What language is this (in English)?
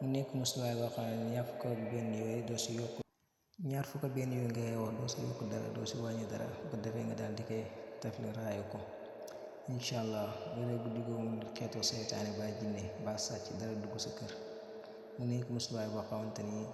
Wolof